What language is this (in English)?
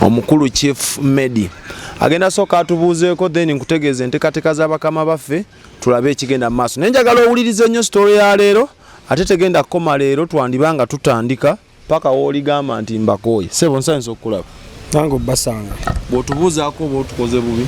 Ganda